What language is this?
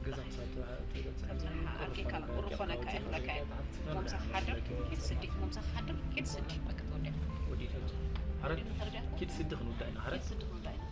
Tigrinya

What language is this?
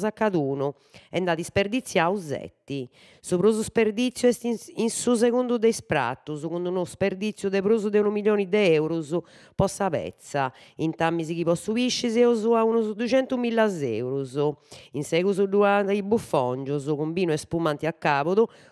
Sardinian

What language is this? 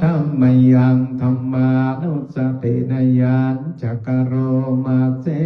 Pali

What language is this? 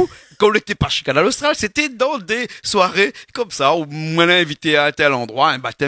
Réunion Creole French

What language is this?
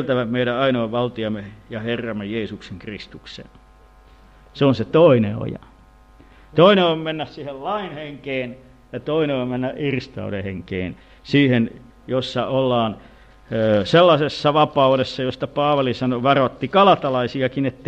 Finnish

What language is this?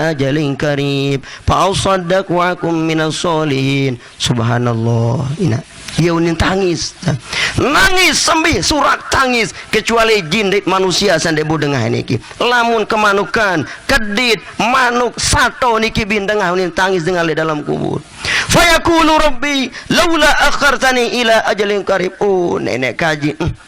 Sasak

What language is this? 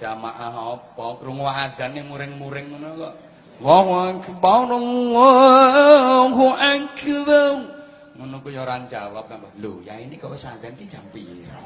Javanese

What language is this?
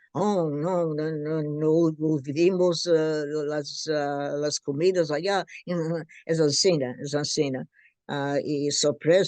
Ladino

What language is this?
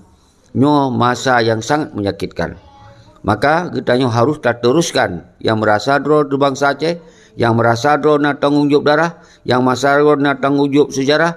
Achinese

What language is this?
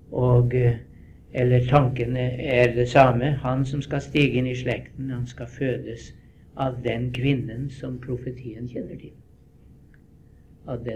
Norwegian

